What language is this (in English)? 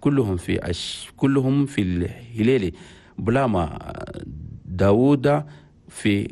Chadian Arabic